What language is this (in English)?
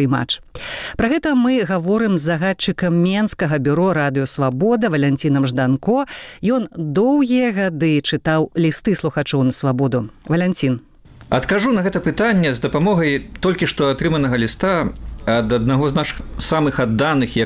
Belarusian